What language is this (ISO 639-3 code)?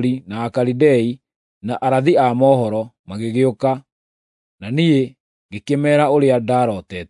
kik